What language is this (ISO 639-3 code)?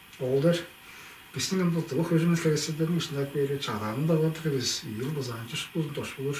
tyv